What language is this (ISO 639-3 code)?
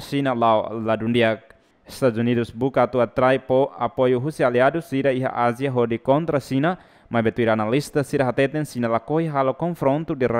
tet